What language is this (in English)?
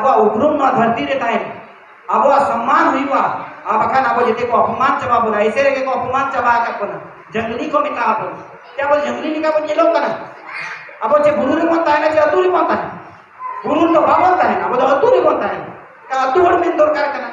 Santali